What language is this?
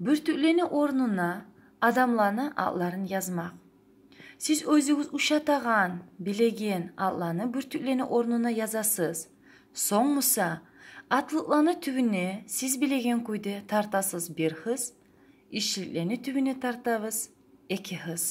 Kumyk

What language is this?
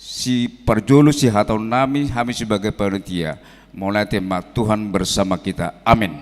Batak Toba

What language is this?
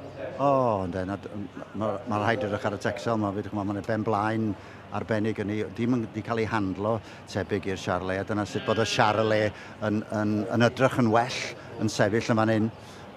Welsh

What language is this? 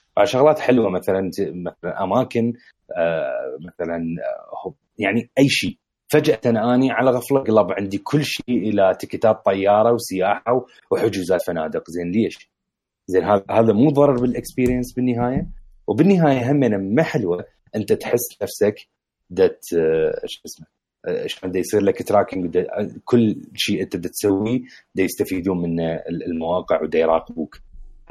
Mesopotamian Arabic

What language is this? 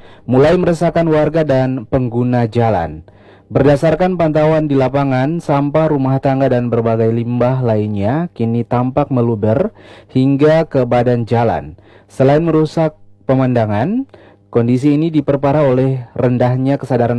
Indonesian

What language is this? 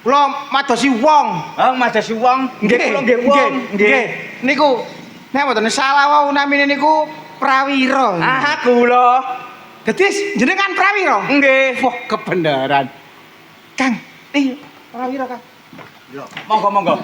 Javanese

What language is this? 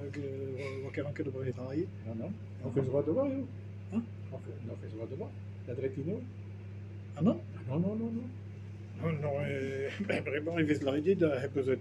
Breton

